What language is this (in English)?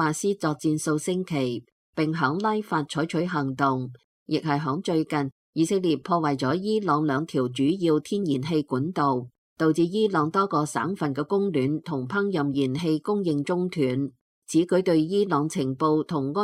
Cantonese